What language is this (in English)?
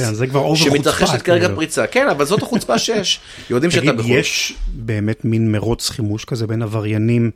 Hebrew